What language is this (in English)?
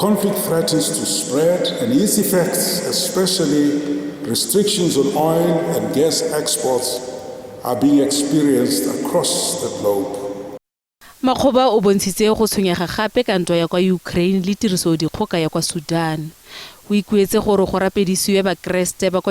Tswana